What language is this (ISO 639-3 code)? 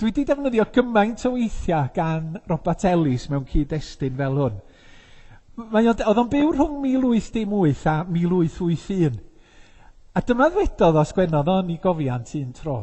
cym